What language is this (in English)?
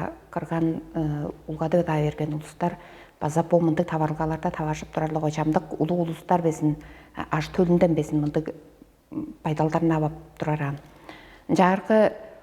Tuvinian